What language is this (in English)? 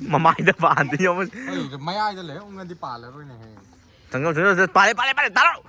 Manipuri